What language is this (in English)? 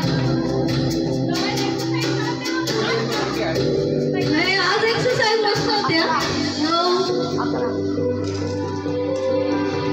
Marathi